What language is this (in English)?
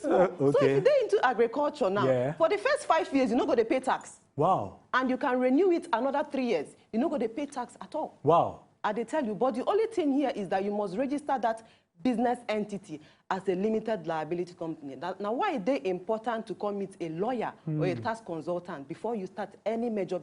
Nigerian Pidgin